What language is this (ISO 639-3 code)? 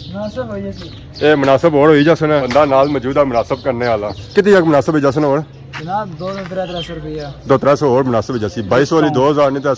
phr